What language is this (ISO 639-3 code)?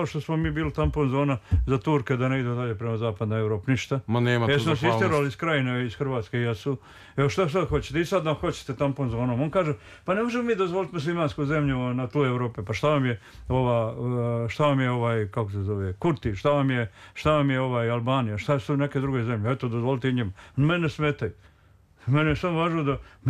srp